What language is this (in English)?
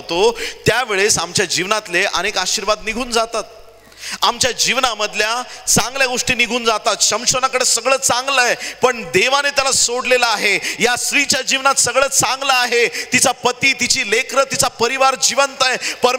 Marathi